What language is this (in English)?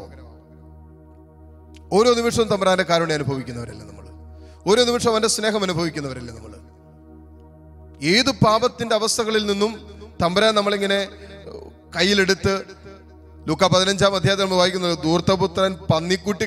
Malayalam